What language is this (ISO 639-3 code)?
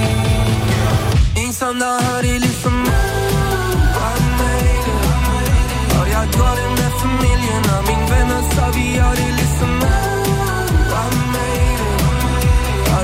dan